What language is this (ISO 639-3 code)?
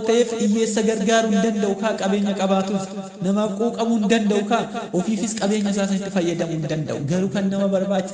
orm